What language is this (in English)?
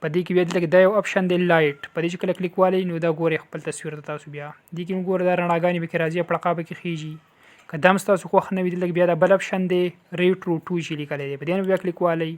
Pashto